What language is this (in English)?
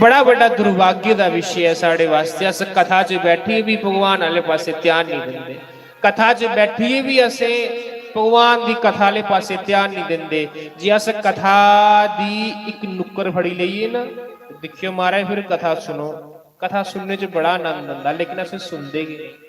Dogri